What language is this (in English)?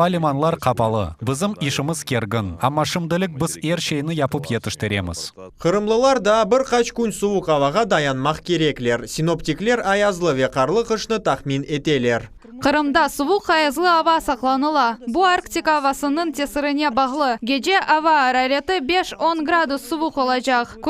Crimean Tatar